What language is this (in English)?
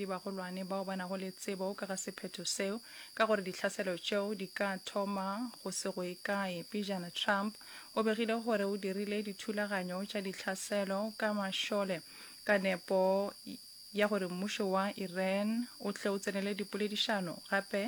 Northern Sotho